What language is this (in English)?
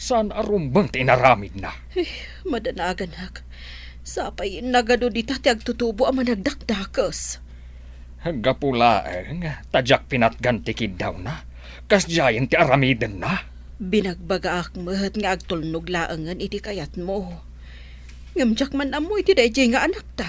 Iloko